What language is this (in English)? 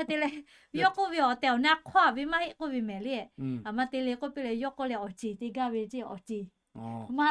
Lahu